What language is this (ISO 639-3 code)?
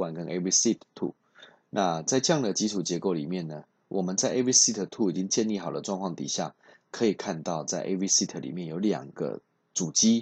zho